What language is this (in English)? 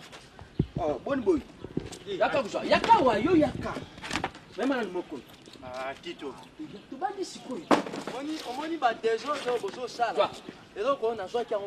Lingala